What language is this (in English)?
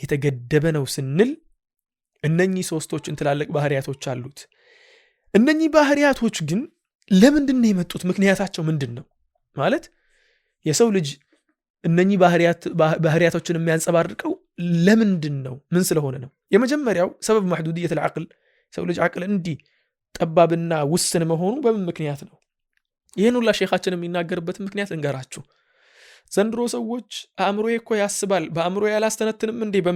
Amharic